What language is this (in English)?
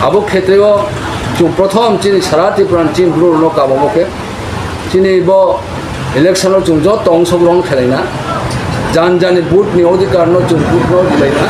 Riang (India)